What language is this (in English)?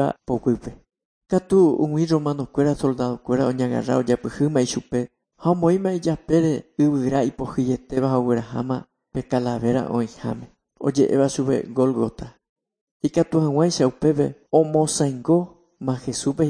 Guarani